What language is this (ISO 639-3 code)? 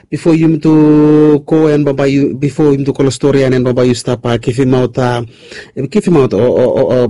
bis